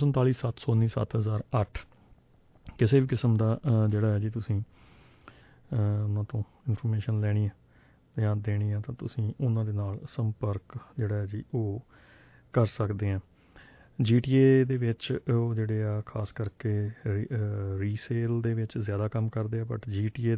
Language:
Punjabi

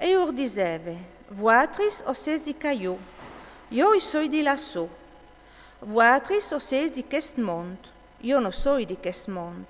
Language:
Friulian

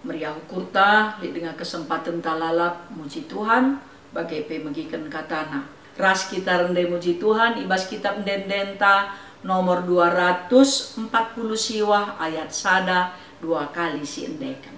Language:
Batak Karo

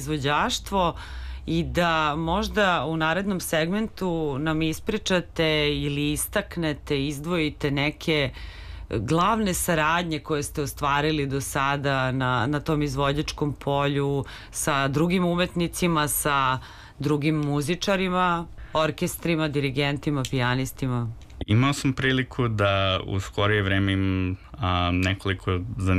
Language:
Serbian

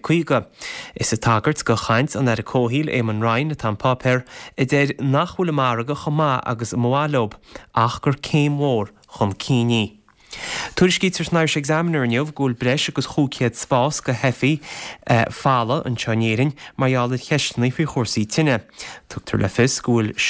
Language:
Irish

